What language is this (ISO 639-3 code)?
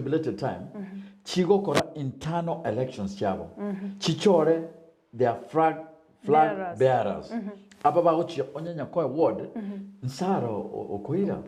guz